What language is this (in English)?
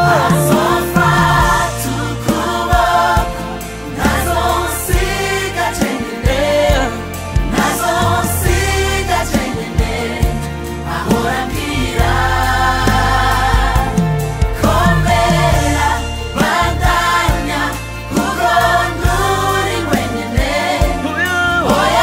Rundi